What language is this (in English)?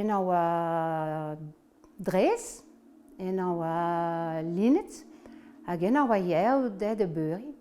Breton